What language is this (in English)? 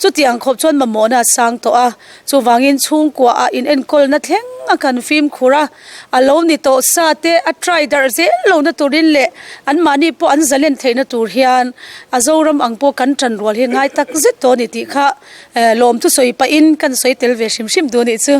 Mizo